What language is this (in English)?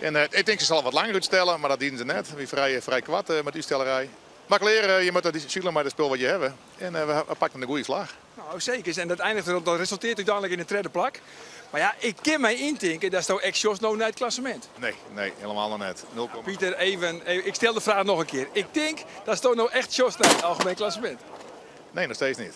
Western Frisian